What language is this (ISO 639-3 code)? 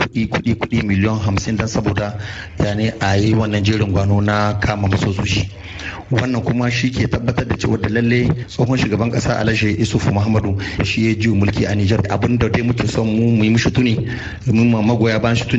hau